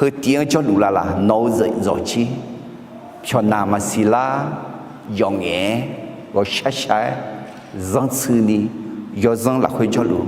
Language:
Akha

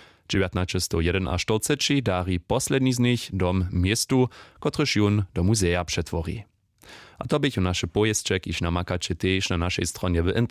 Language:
Upper Sorbian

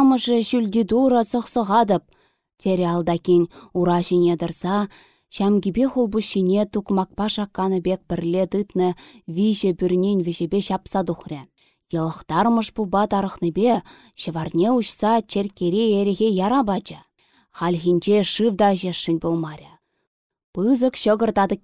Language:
Chuvash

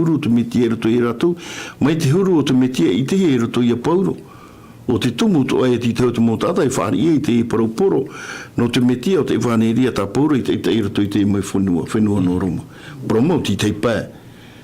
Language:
Tahitian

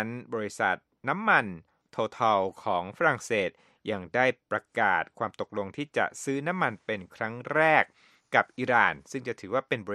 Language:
Thai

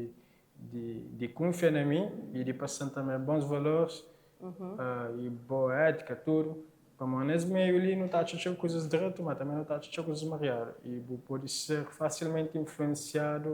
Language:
Kabuverdianu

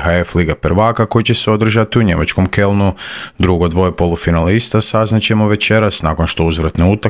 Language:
Croatian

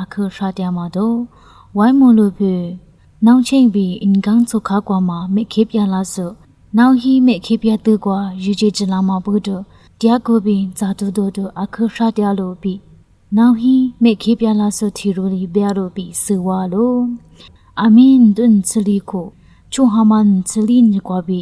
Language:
Lisu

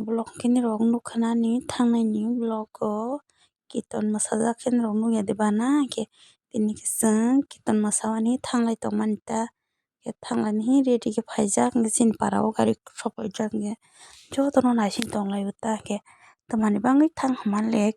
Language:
Kok Borok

